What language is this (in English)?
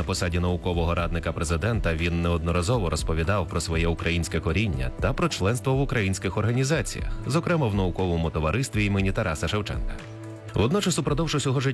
Ukrainian